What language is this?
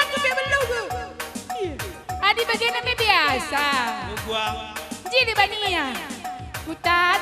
Batak Karo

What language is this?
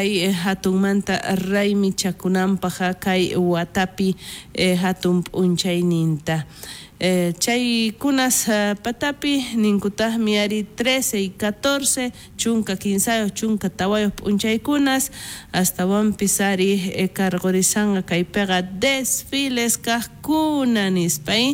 South Bolivian Quechua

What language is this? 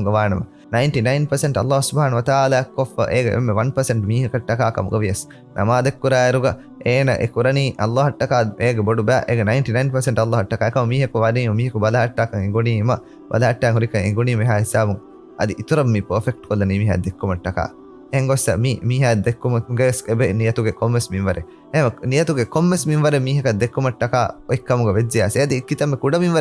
Divehi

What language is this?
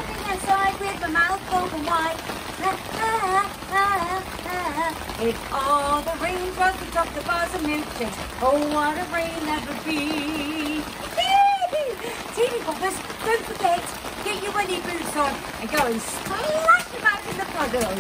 English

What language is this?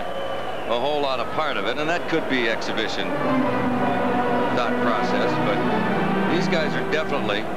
English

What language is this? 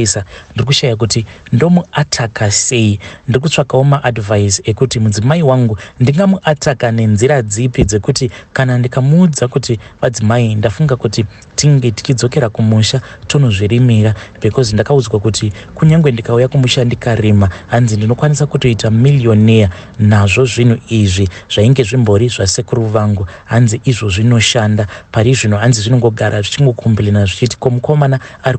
Shona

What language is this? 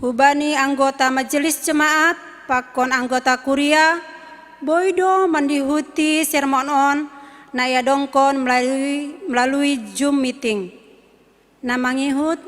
Batak Simalungun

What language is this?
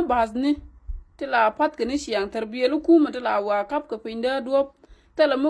Nuer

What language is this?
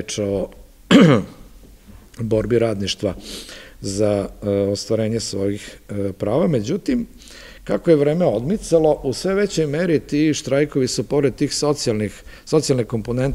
Serbian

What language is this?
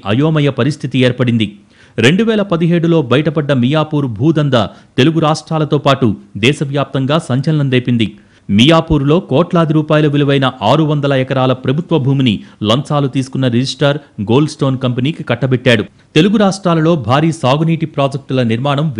Telugu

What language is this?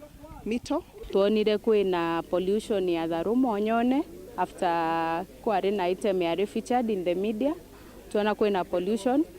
Meru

